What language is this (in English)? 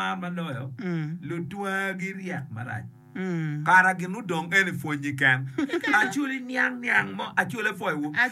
Acoli